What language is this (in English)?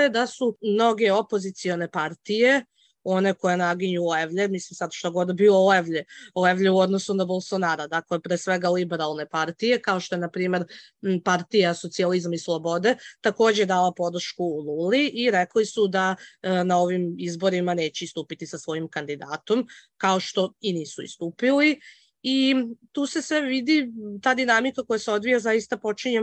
Serbian